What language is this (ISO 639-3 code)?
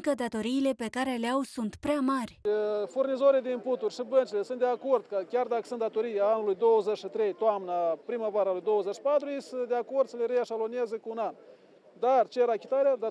ron